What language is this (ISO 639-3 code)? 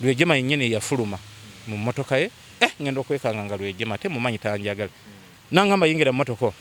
lug